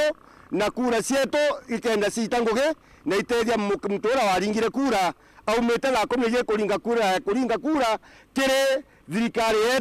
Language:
Meru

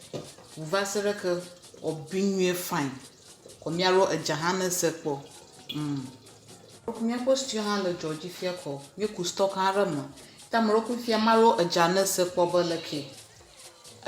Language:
Ewe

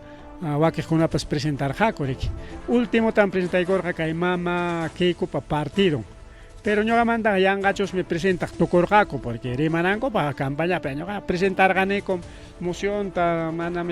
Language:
Ayacucho Quechua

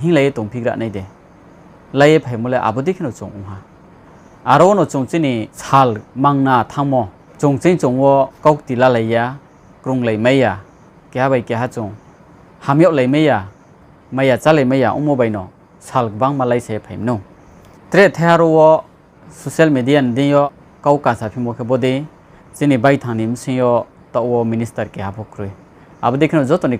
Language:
Riang (India)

